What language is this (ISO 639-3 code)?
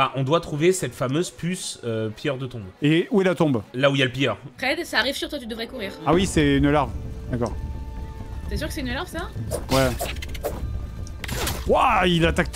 fra